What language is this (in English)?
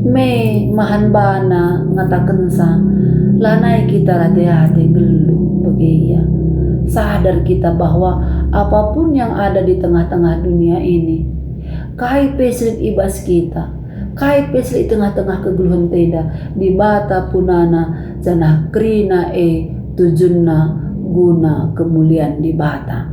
Batak Karo